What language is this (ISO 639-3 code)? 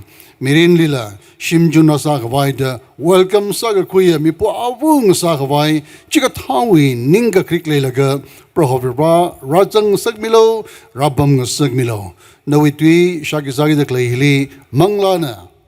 nmf